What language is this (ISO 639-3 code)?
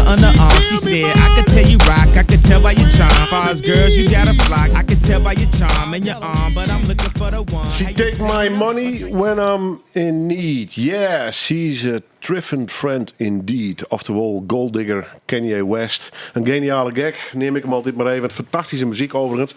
fry